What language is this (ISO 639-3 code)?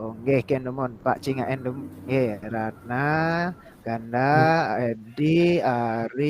ban